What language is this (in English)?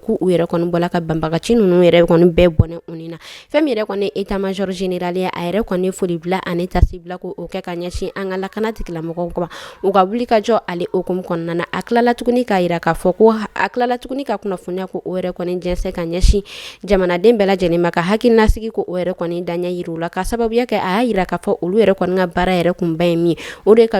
Bambara